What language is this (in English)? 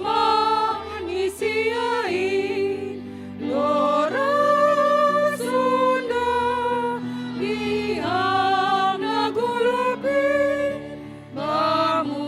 Batak Simalungun